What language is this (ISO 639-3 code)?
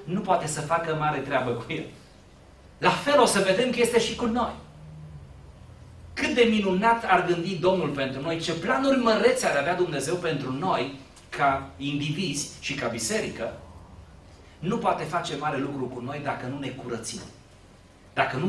ron